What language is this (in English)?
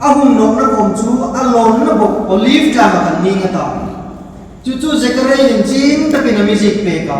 Hmar